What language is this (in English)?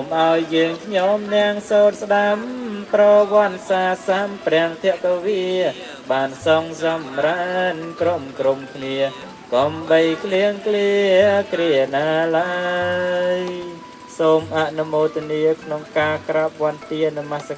Khmer